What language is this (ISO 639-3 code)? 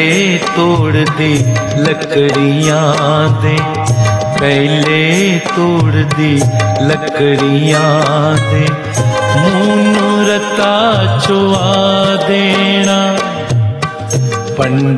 hin